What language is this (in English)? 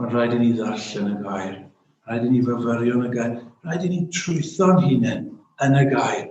Welsh